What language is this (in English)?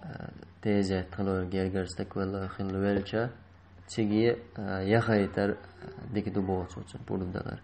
Chechen